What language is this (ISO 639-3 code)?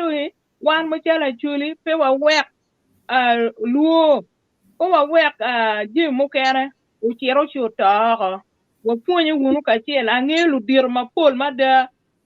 ach